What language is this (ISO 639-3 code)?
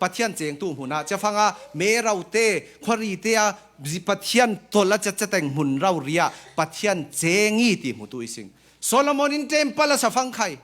cfm